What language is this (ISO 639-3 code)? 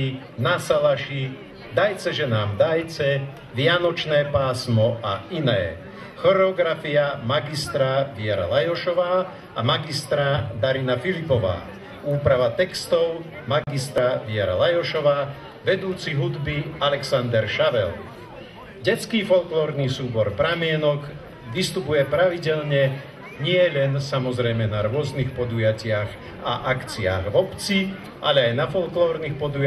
slk